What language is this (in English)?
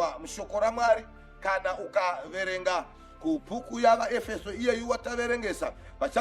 Shona